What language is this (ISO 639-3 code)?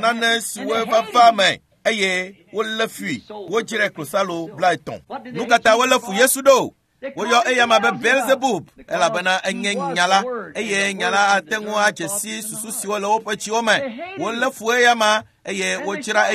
ewe